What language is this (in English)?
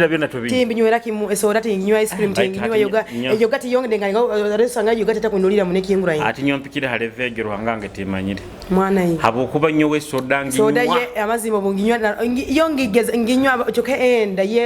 Nyoro